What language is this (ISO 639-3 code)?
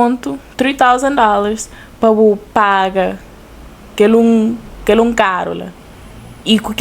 kea